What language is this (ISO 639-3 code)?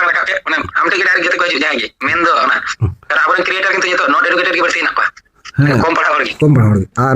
sat